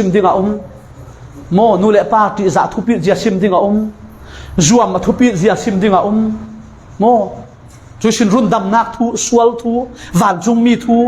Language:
Falam Chin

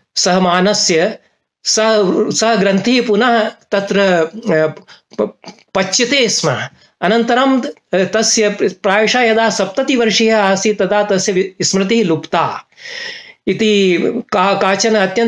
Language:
Sanskrit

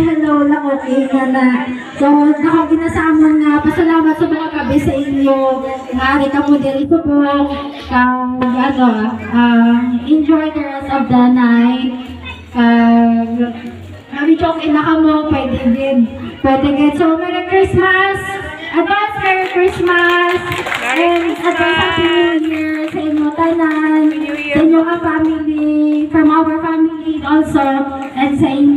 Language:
Hiligaynon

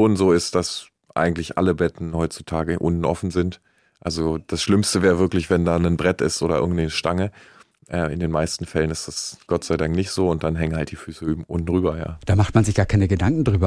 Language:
German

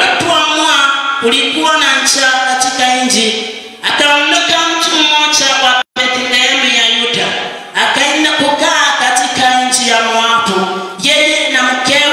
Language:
Swahili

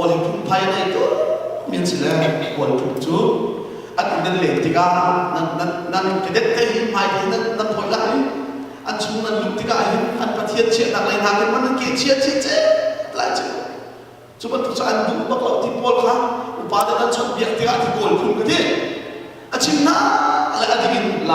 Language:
Hakha Chin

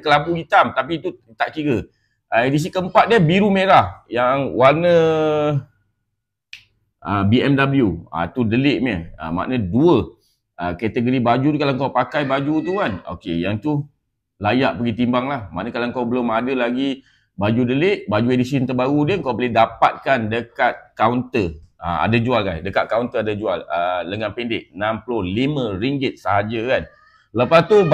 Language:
Malay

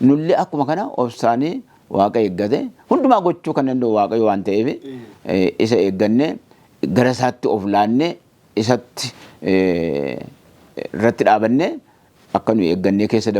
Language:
Oromo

